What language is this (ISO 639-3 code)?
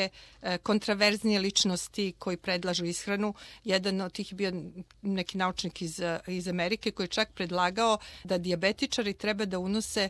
srp